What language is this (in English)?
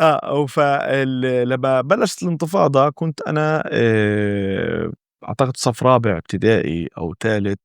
North Levantine Arabic